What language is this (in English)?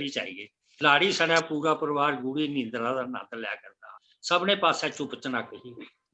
Dogri